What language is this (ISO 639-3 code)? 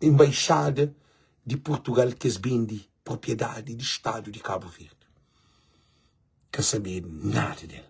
kea